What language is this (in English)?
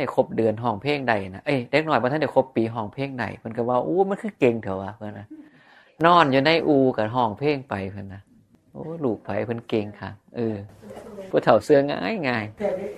Northeastern Thai